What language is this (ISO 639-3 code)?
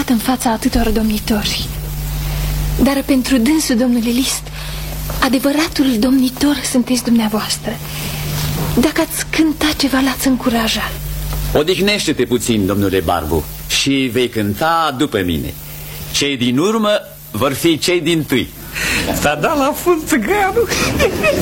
ron